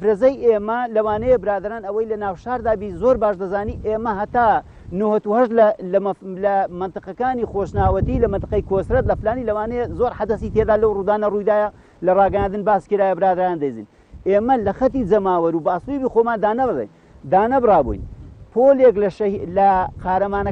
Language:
Central Kurdish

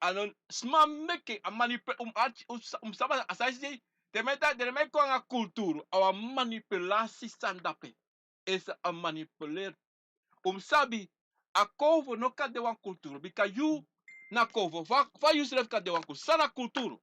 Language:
Sranan Tongo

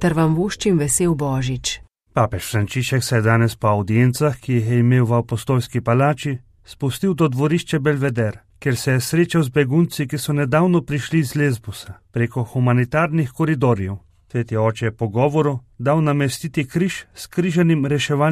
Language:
Slovenian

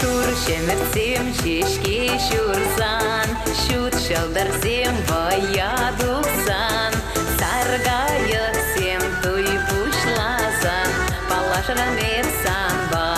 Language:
Chuvash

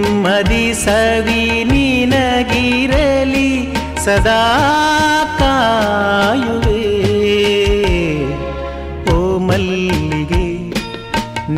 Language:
Kannada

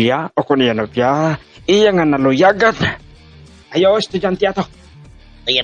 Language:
Hiligaynon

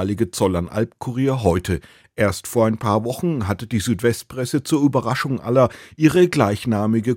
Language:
German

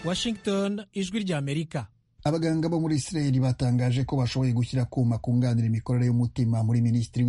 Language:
Kinyarwanda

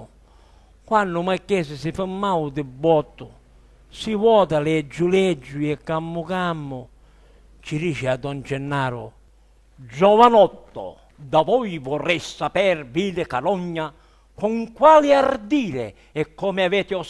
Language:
Sicilian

